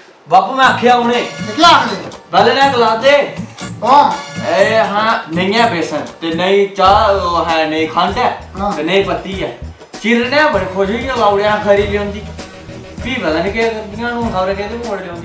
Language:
Dogri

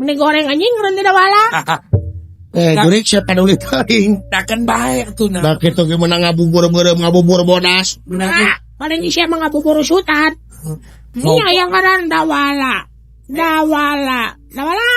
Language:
Sundanese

